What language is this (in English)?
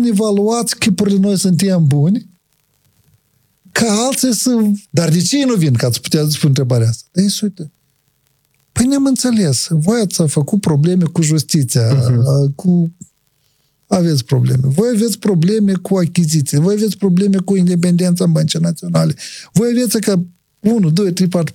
Romanian